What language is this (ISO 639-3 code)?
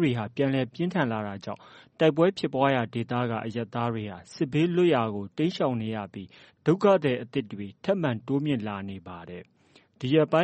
mya